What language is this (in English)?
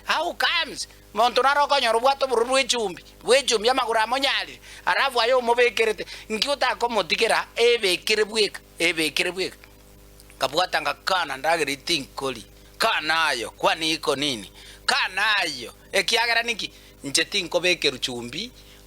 Gusii